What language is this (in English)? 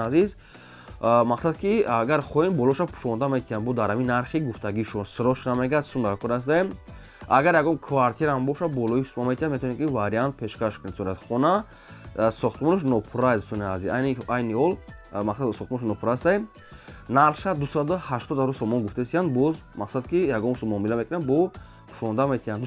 Tajik